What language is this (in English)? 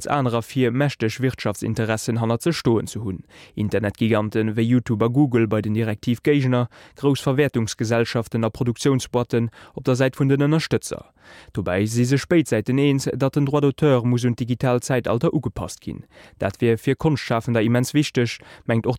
Luxembourgish